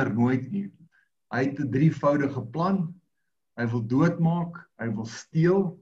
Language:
Afrikaans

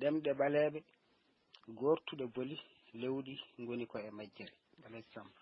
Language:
Fula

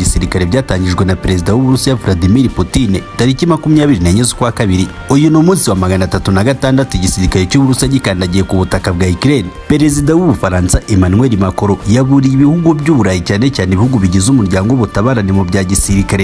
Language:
Kinyarwanda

